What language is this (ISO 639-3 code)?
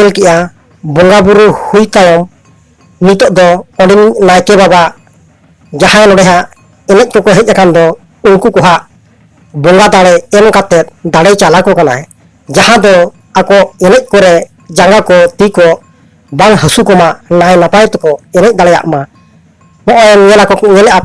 sat